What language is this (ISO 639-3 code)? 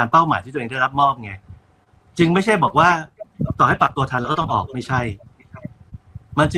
tha